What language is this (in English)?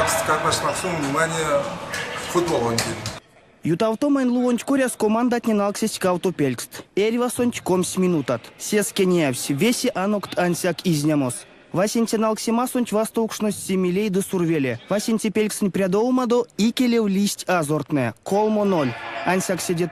Erzya